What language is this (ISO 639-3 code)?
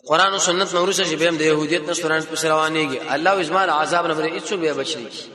pus